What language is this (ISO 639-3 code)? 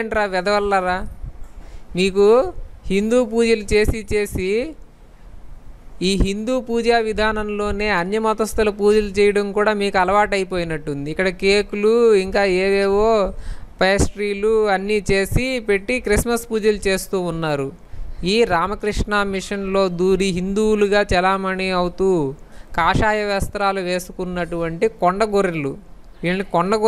tel